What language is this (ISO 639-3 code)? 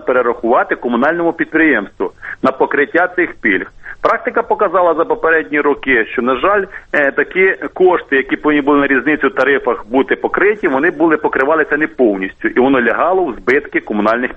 ukr